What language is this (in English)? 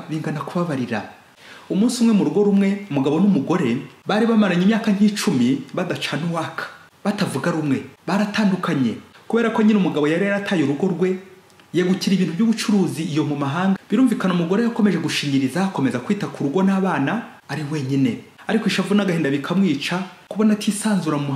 Kinyarwanda